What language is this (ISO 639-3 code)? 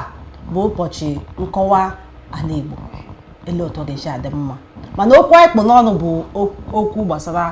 ibo